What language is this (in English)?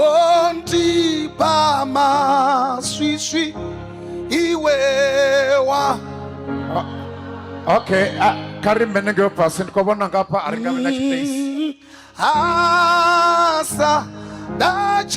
Venda